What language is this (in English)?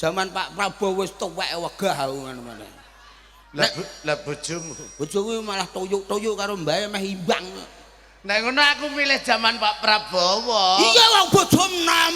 Javanese